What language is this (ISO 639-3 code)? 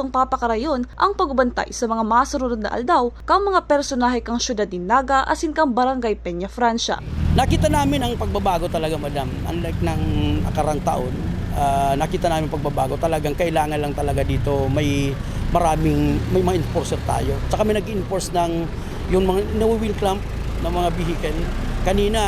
bik